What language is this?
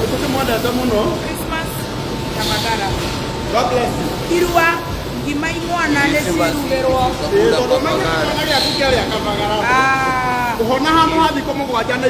Kikuyu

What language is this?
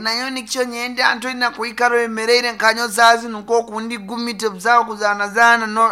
Nyankole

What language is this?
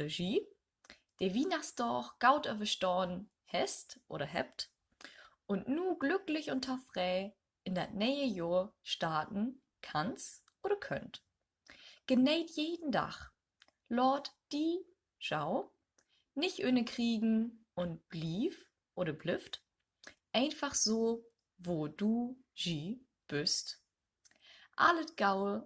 Low German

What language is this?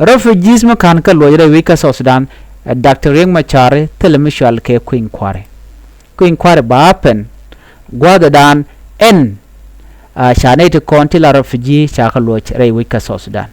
Nuer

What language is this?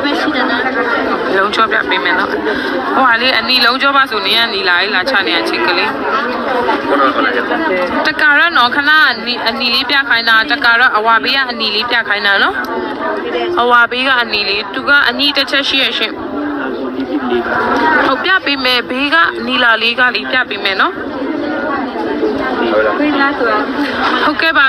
Burmese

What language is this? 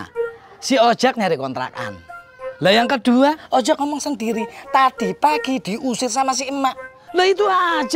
Betawi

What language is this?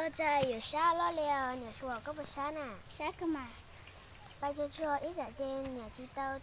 Hmong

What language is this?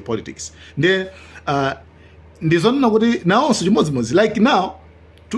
Nyanja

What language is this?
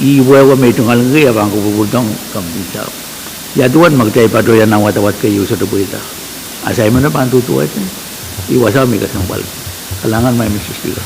Pohnpeian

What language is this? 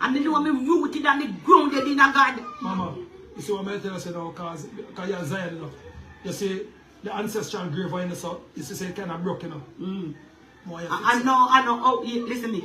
Jamaican Creole English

